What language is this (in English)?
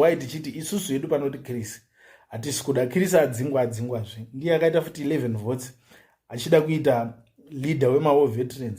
Shona